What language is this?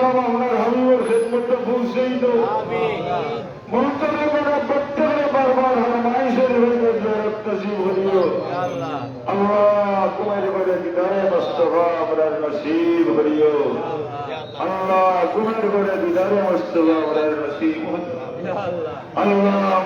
Sylheti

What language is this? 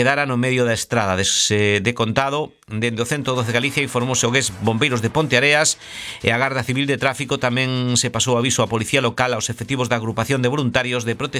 Galician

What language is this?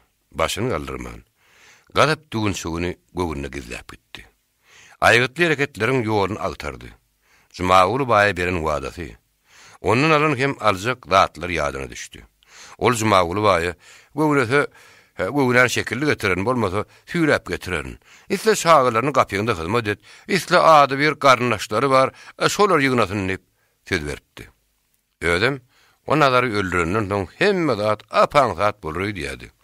Turkmen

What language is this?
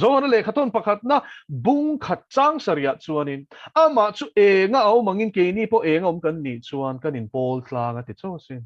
Mizo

